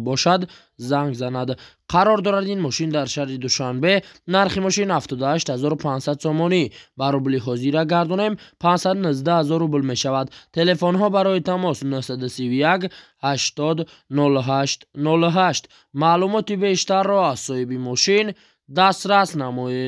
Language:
Tajik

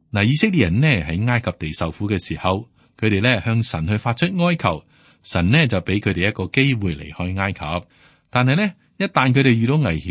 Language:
Cantonese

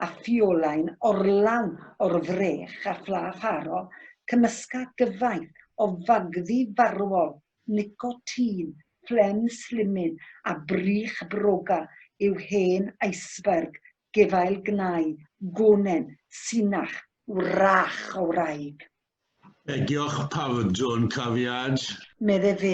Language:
Welsh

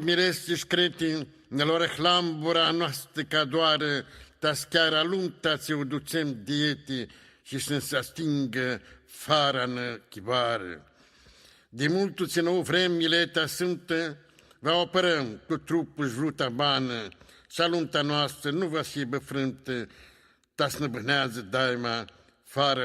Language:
Aromanian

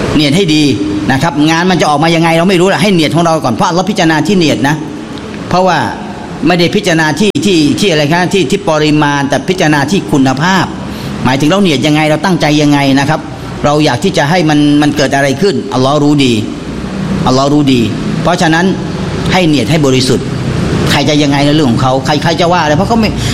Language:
Thai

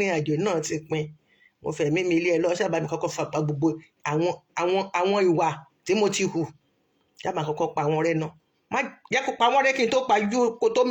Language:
Yoruba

